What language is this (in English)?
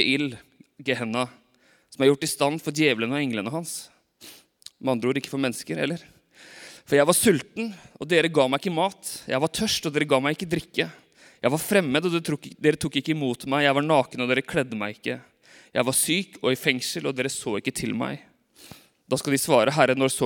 Norwegian